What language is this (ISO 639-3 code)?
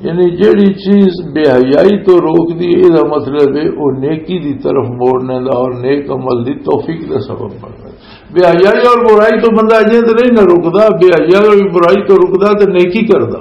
lah